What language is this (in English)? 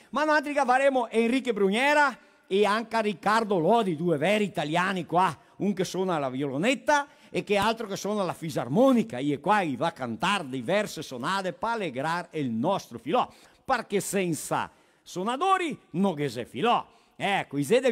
Venetian